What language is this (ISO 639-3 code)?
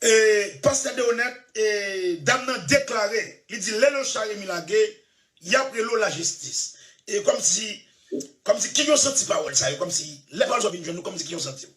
hat